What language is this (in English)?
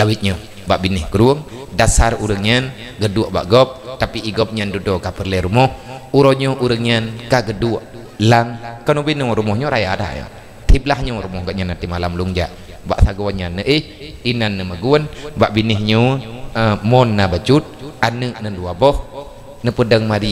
Achinese